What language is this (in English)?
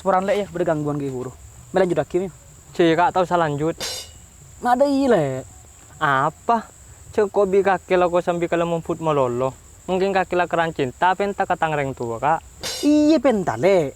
Madurese